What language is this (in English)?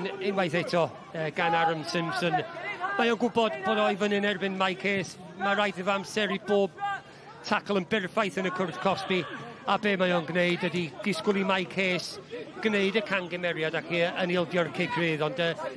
Welsh